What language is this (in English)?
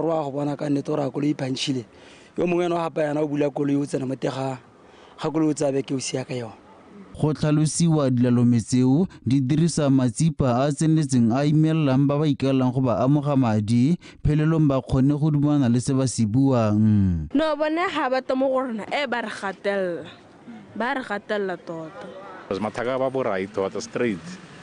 Tswana